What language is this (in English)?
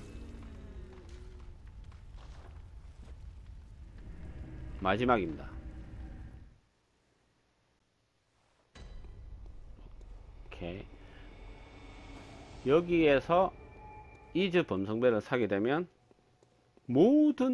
Korean